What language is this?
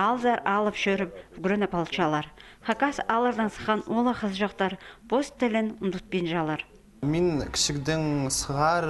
Khakas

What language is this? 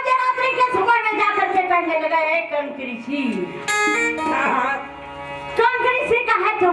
Chhattisgarhi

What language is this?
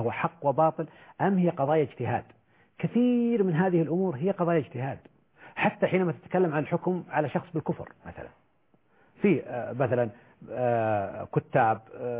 Arabic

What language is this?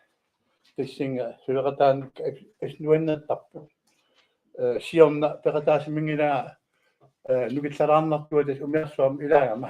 Kalaallisut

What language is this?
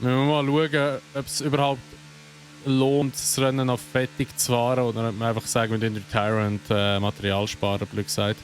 Swiss German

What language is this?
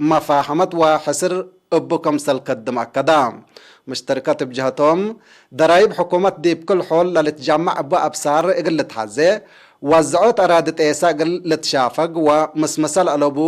Tigre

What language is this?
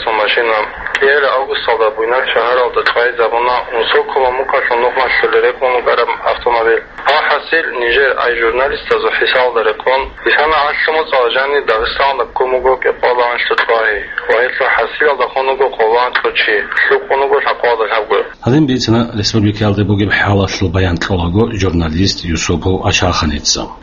Avaric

